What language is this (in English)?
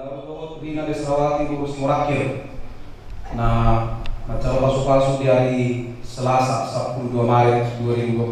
Batak Toba